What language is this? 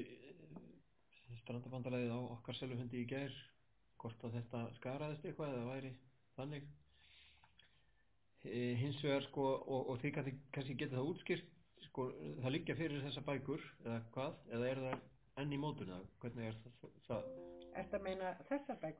Icelandic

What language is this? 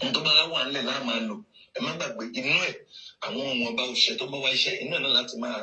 Yoruba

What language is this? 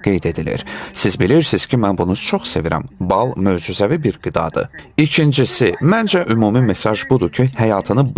Azerbaijani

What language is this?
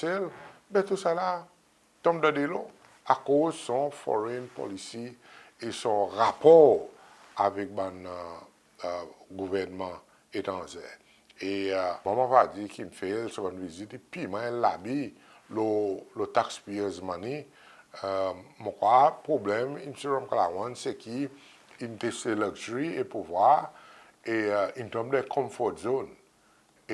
Seselwa Creole French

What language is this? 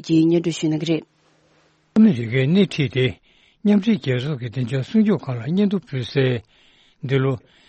Tibetan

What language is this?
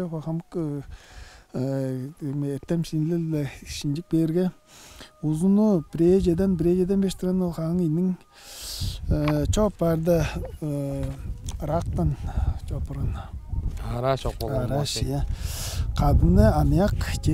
Tuvinian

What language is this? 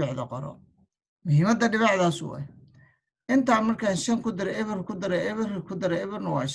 Somali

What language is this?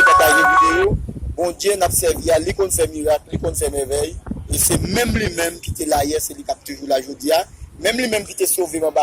Haitian Creole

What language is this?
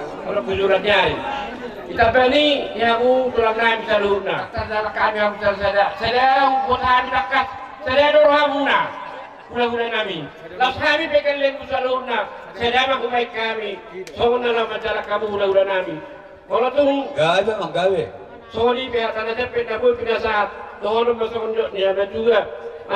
Batak Toba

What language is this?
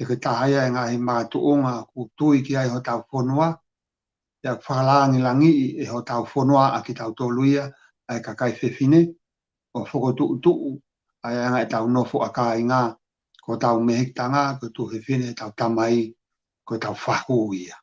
Tongan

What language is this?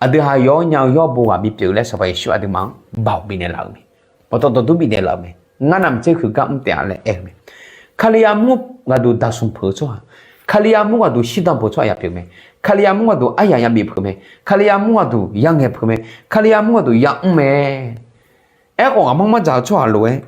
Akha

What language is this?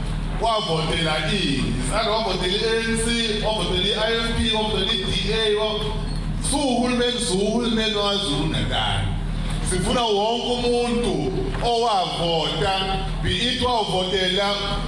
Zulu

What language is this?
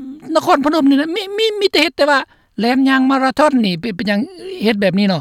Lao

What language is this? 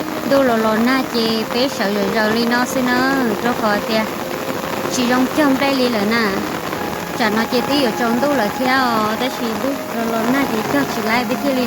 Hmong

